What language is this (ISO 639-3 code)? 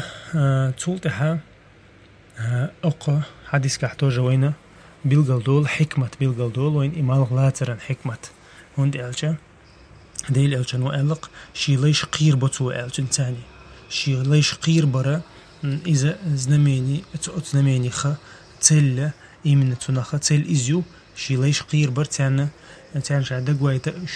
che